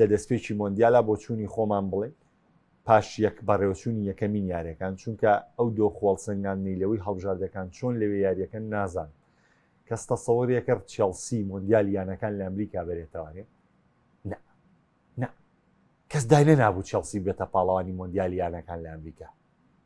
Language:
Central Kurdish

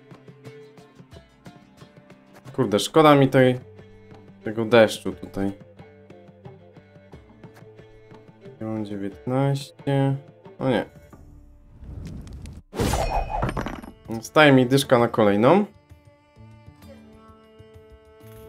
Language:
Polish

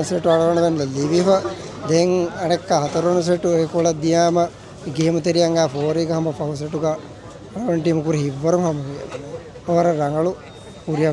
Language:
Divehi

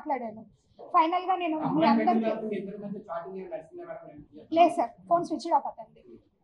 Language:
Telugu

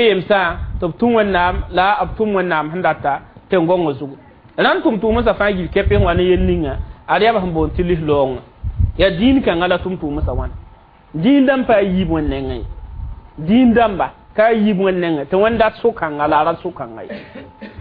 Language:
Mossi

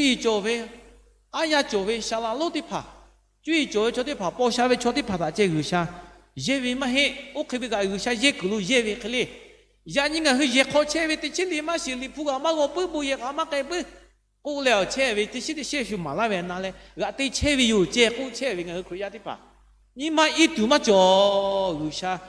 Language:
Lahu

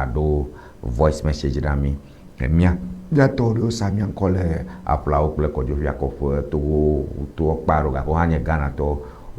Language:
Ewe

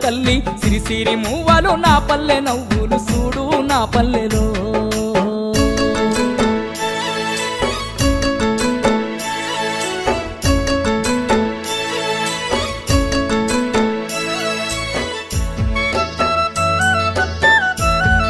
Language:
Telugu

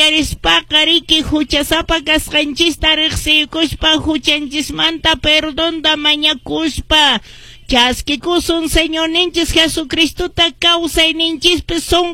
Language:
Quechua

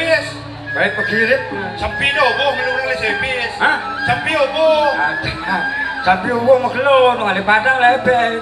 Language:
Balinese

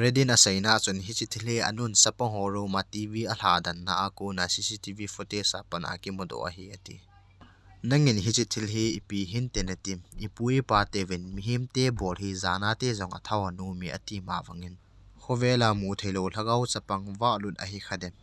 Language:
Thado Chin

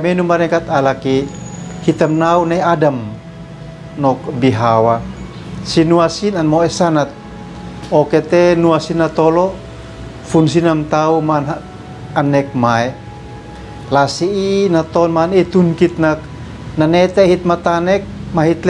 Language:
Uab Meto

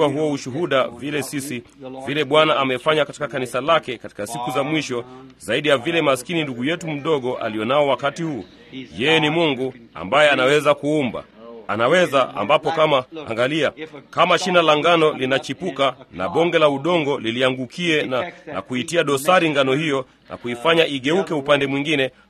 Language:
Swahili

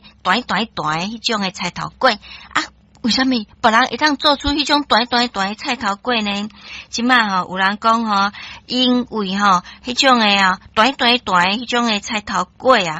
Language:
Min Nan Chinese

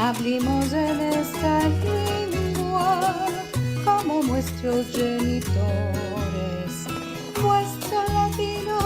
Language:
Ladino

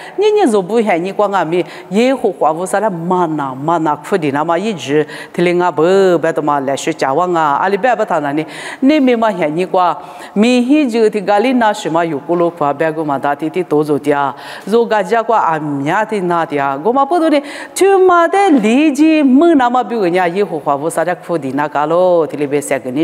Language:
Lisu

